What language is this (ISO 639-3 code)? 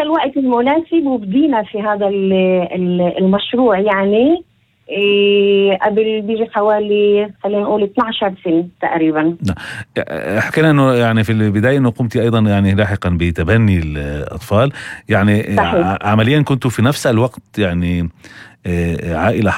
apc